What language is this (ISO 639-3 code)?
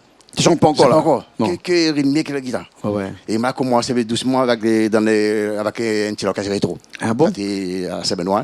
rcf